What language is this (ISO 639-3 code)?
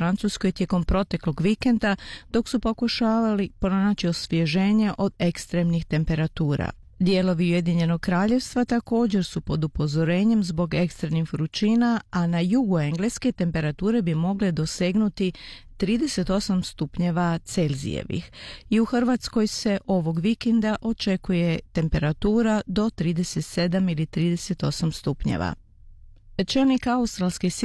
hrv